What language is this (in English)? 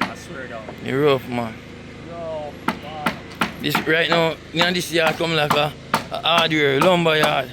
Jamaican Creole English